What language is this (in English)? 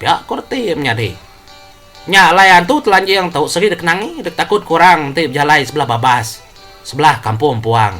Iban